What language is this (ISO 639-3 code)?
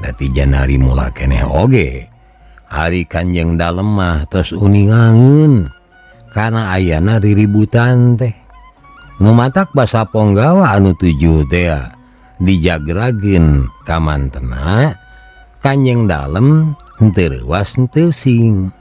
sun